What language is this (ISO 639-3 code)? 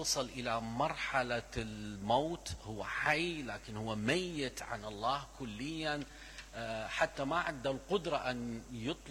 acm